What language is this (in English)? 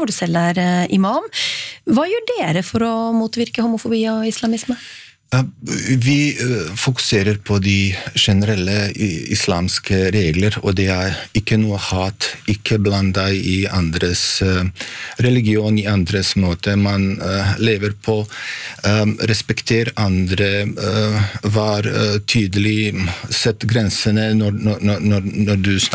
Norwegian